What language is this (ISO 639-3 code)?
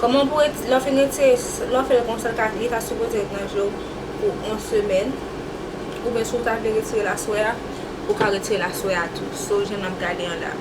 hat